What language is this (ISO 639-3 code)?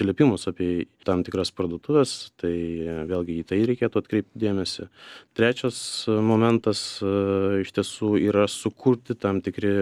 lit